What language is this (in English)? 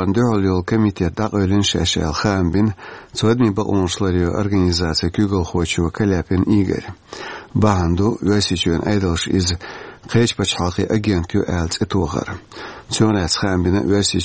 Chechen